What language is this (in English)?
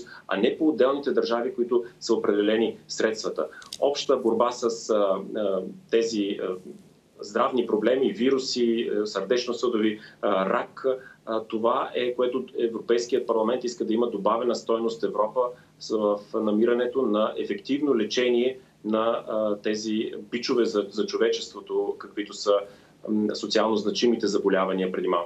Bulgarian